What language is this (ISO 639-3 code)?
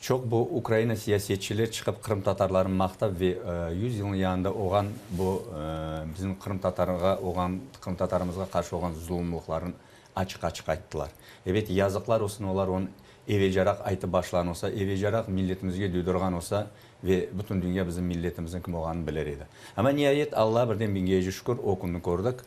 crh